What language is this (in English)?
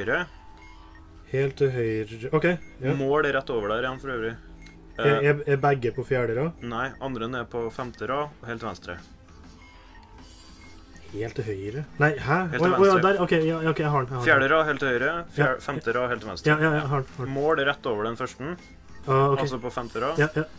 Norwegian